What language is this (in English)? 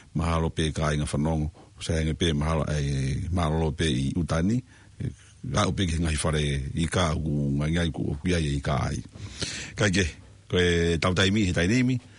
Tongan